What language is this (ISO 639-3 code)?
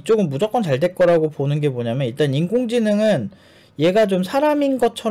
kor